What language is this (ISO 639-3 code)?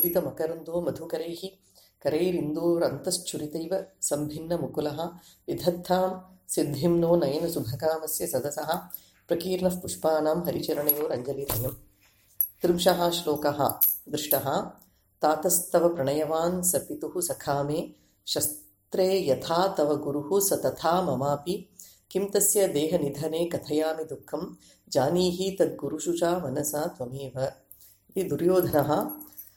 san